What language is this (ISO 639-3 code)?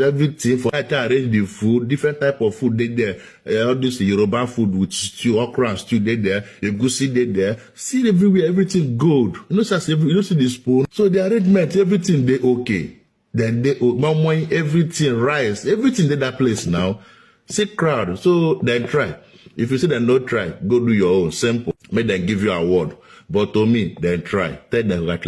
pcm